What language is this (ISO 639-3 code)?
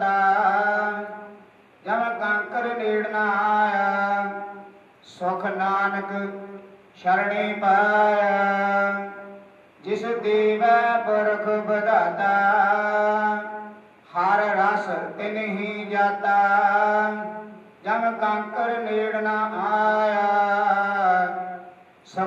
pan